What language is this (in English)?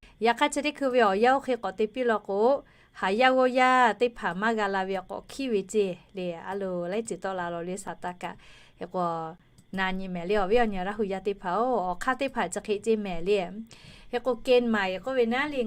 Lahu